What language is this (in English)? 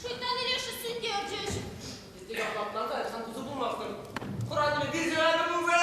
Chuvash